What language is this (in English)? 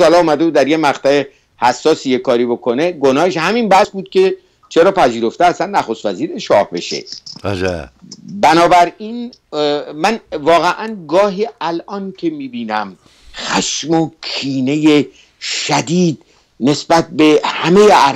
Persian